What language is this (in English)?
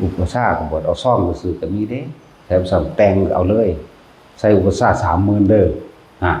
Northeastern Thai